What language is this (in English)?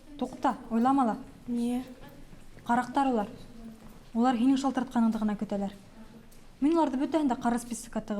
Bashkir